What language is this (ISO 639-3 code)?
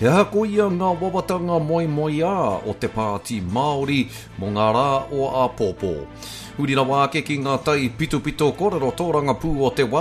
mri